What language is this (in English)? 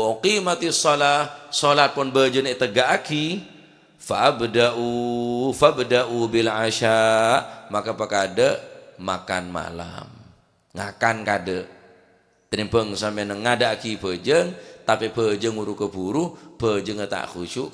Madurese